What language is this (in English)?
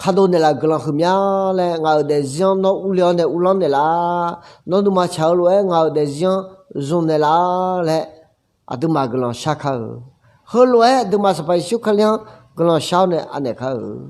Akha